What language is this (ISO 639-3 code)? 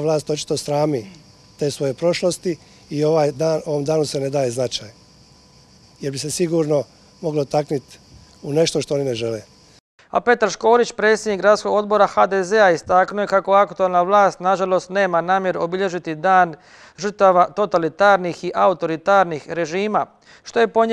hrv